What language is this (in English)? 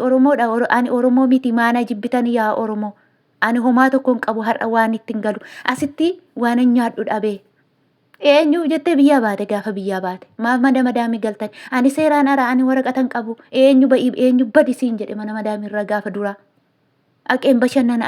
Oromo